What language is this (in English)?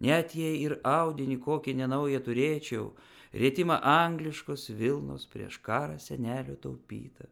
Lithuanian